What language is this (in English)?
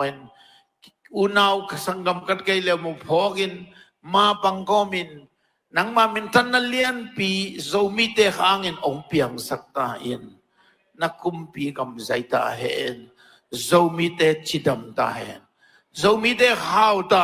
Tedim Chin